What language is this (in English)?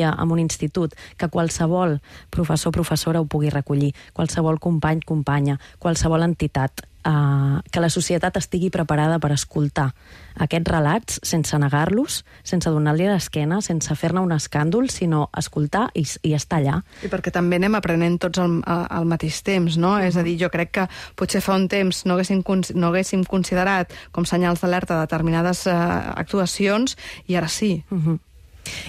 Catalan